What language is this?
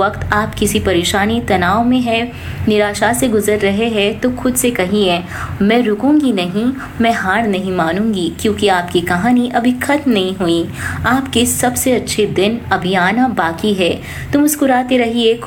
Hindi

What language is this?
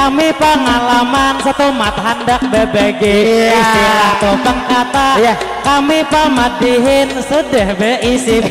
Banjar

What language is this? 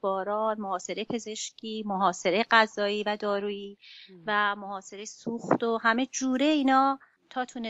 Persian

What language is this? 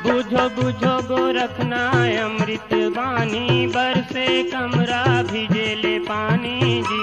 Chhattisgarhi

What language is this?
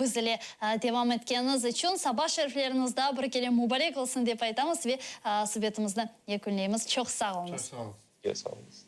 Crimean Tatar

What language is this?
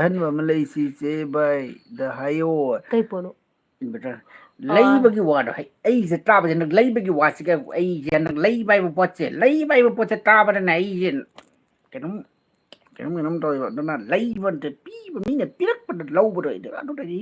Manipuri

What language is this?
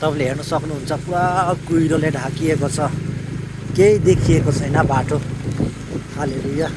Nepali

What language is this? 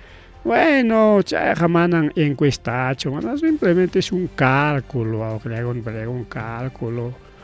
Ayacucho Quechua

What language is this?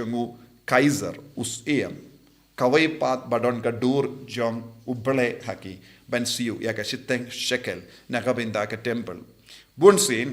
Khasi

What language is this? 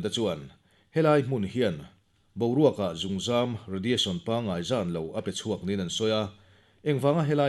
Mizo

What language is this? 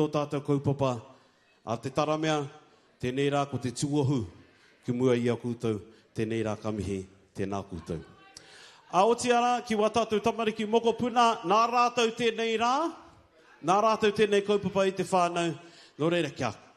Māori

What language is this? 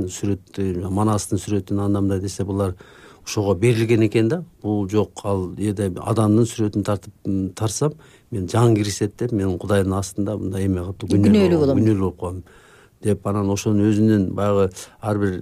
Kyrgyz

